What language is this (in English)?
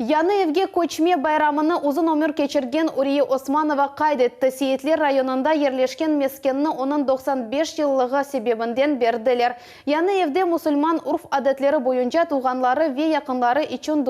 Crimean Tatar